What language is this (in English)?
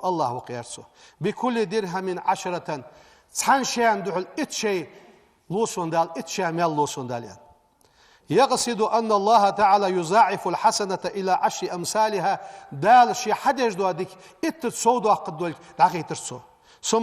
Ingush